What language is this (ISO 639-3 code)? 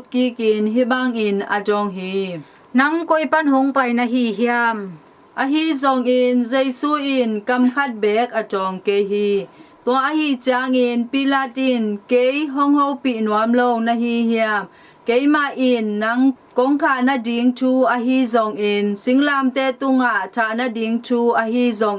ctd